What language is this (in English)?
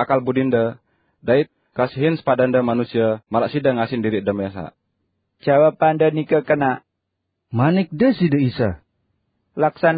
Sasak